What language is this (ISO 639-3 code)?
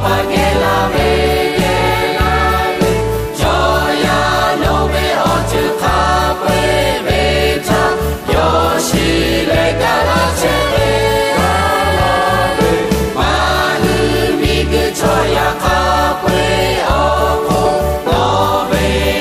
lhu